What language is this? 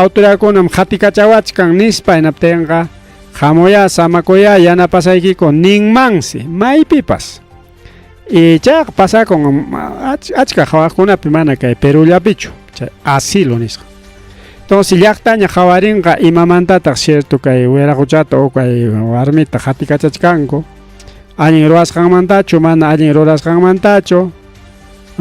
Ayacucho Quechua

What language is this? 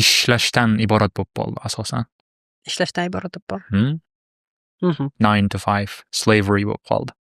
Uzbek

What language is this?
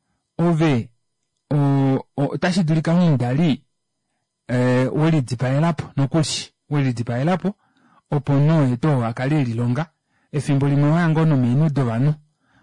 Kuanyama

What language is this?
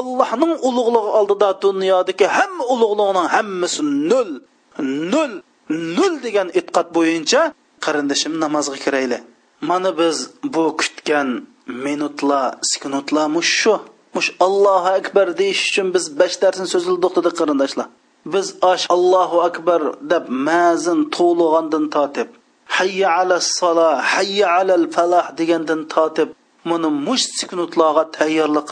Uyghur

